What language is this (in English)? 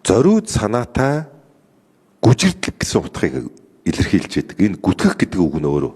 Mongolian